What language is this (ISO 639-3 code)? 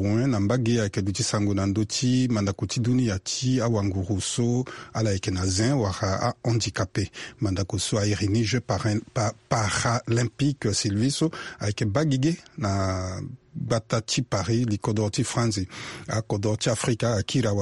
sag